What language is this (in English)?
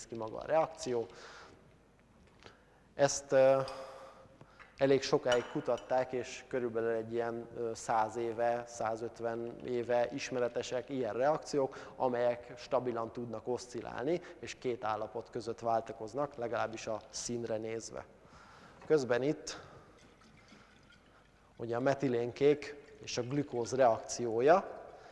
Hungarian